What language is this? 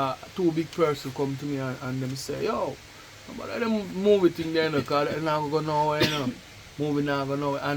Jamaican Creole English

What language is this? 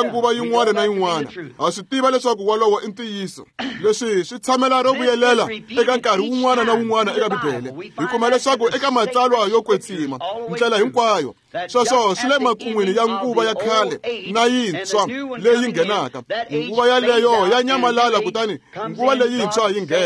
Tsonga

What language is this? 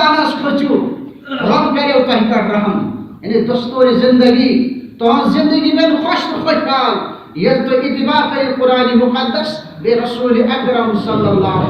Kashmiri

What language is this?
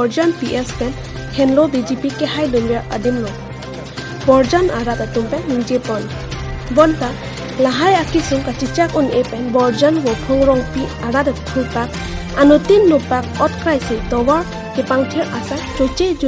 Karbi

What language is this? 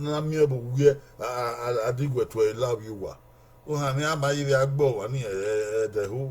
Bini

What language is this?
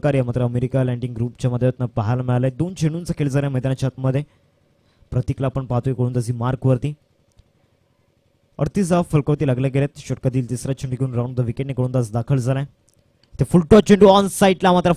Marathi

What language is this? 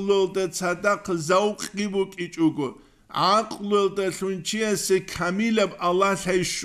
Avaric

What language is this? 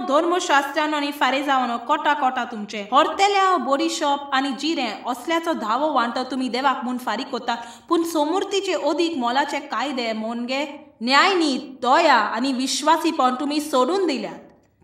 Konkani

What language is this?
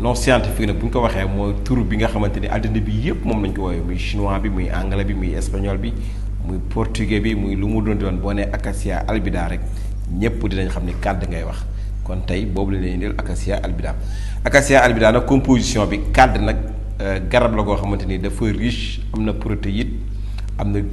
Wolof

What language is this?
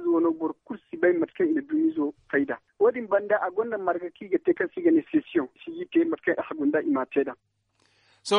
Zarma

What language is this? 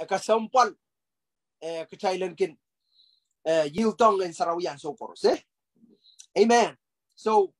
Pohnpeian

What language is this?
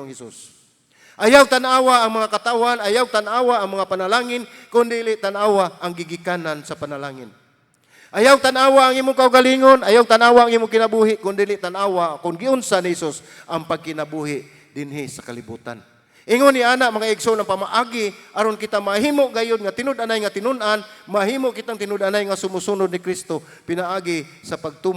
Cebuano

